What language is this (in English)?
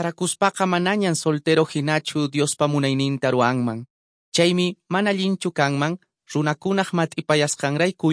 Quechua